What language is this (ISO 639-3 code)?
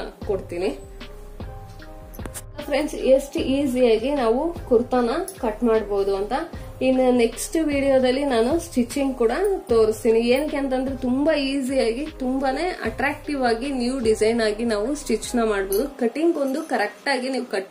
kan